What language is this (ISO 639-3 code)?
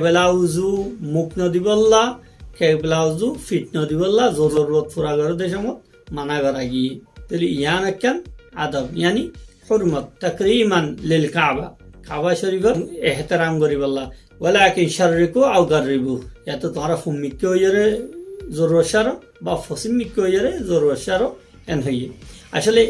rhg